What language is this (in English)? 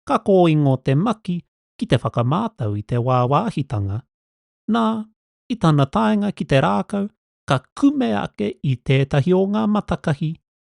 Māori